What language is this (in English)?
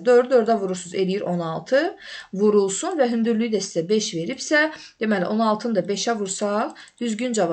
Azerbaijani